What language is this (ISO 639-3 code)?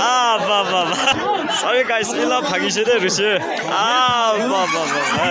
nag